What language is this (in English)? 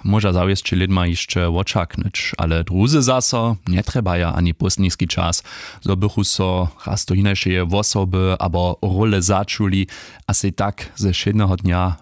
Upper Sorbian